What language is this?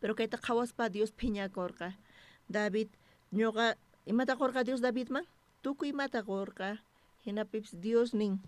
South Bolivian Quechua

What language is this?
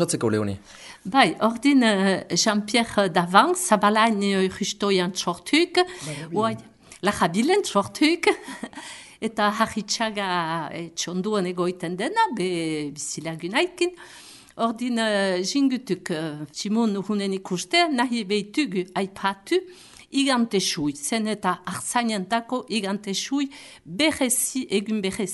Basque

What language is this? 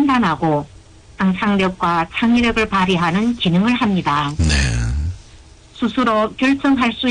Korean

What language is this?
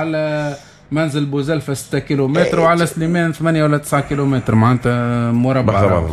Tunisian Arabic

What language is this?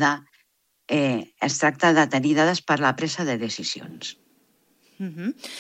Catalan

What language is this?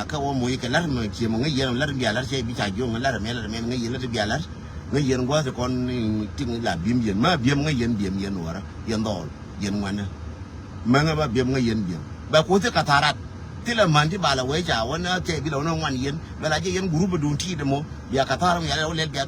Nuer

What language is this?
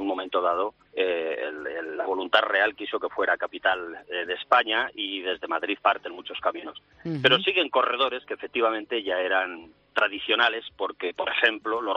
Spanish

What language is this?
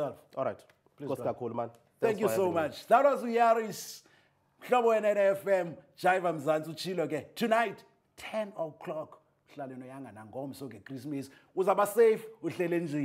Xhosa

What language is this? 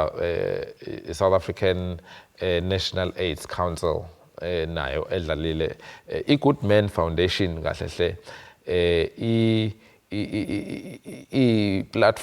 Zulu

